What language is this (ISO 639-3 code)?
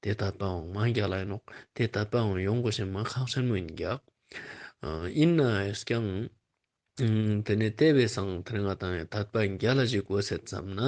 lbj